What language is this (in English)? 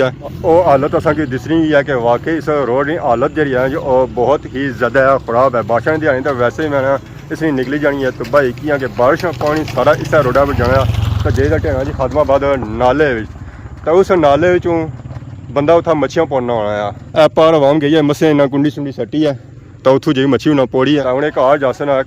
Pahari-Potwari